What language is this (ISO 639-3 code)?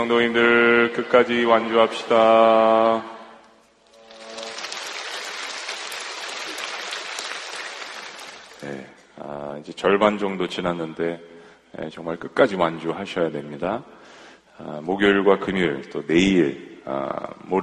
kor